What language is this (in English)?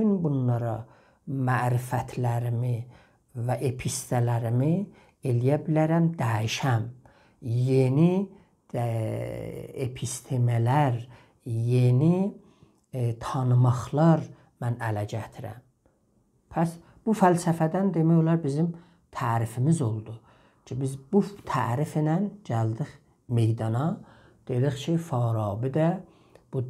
South Azerbaijani